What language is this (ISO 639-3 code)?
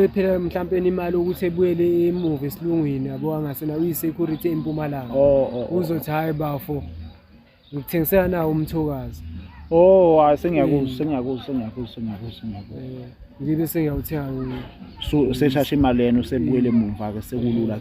zul